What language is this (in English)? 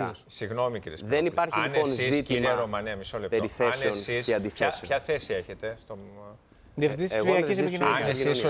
Greek